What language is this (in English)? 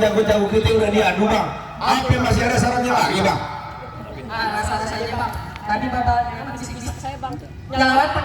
Betawi